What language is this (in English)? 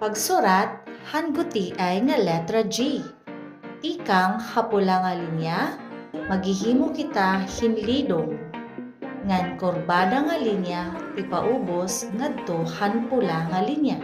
Waray